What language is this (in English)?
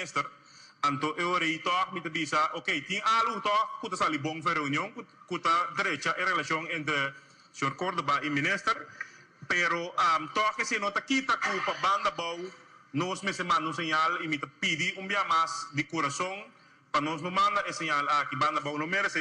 Papiamento